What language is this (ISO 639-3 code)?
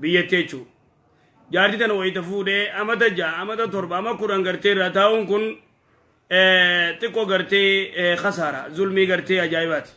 orm